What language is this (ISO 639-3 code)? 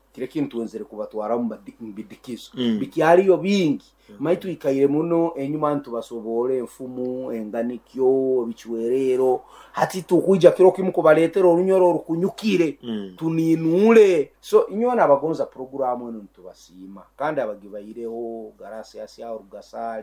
nyn